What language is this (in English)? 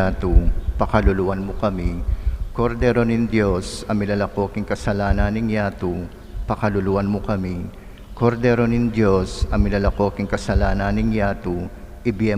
Pampanga